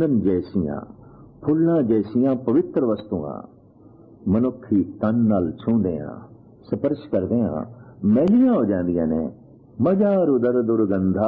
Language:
Punjabi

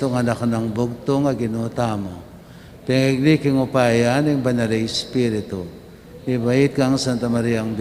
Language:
Pampanga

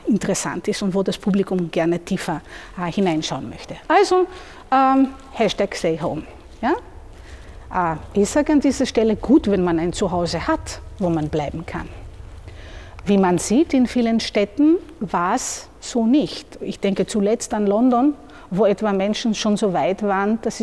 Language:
German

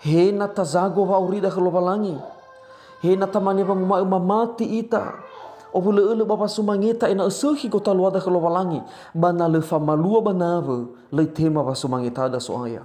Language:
Nias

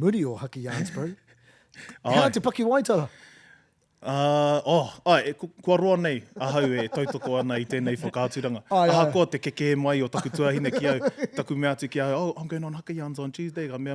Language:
Māori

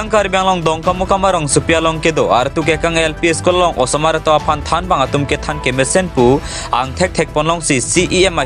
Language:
Karbi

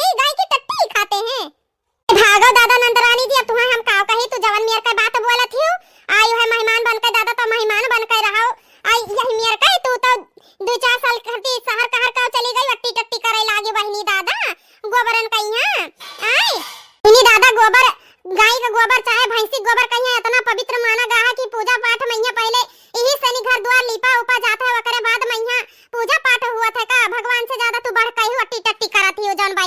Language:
Awadhi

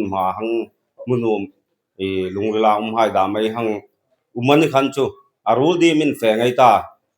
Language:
Hmar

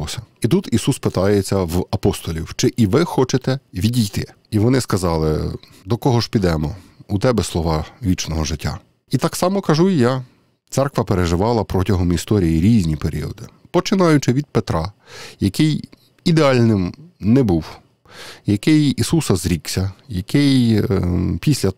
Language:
Ukrainian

